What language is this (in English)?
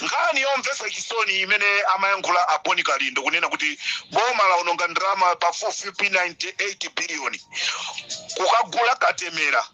Nyanja